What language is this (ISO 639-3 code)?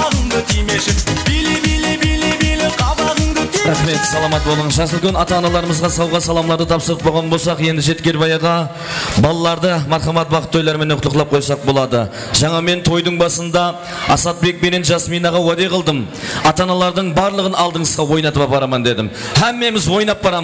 kaa